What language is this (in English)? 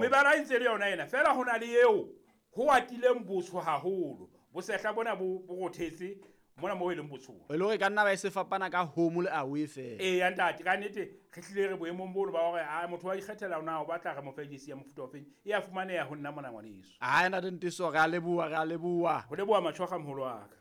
Southern Sotho